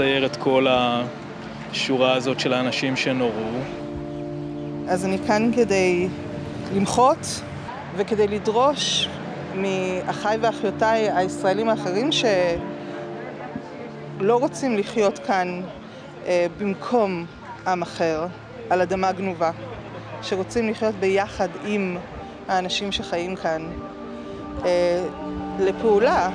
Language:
Hebrew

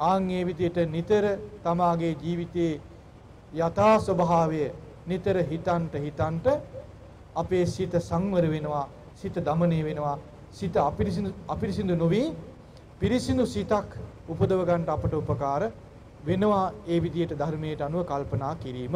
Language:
Sinhala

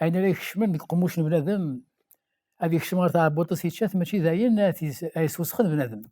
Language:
Kabyle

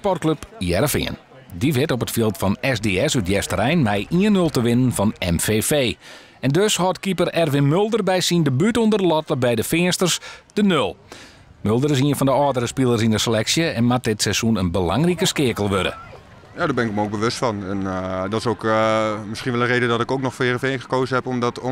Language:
Western Frisian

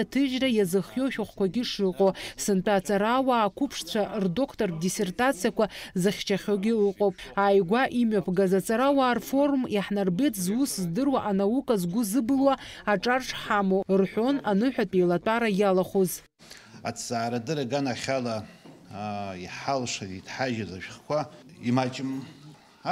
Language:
Abkhazian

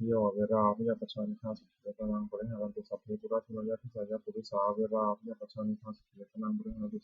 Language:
Pali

